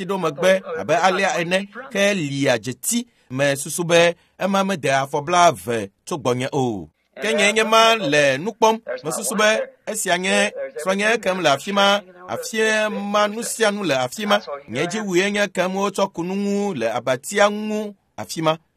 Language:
Ewe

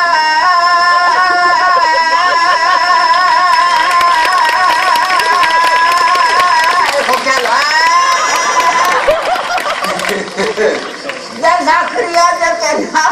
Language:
Greek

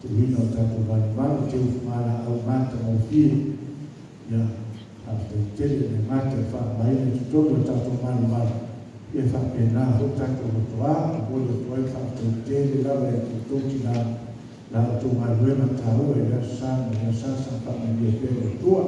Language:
Samoan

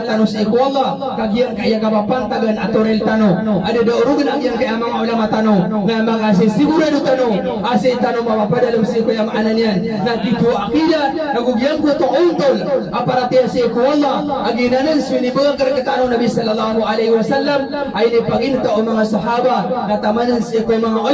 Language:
Maranao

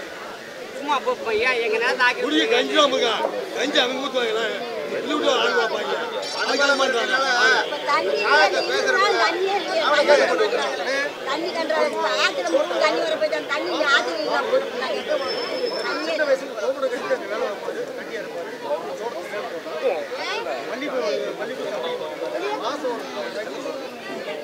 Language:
Tamil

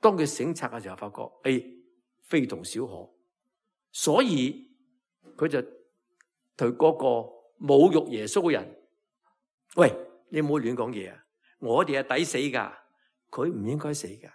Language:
Cantonese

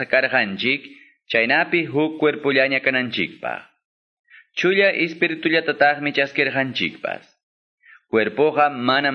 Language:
Quechua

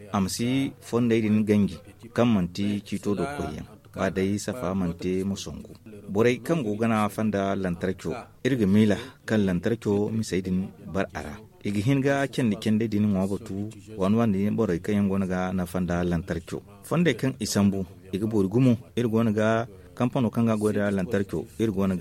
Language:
Zarma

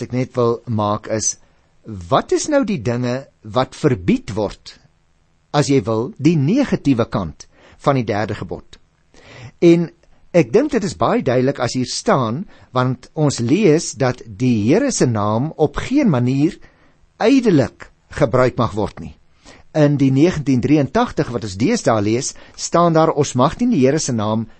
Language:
Afrikaans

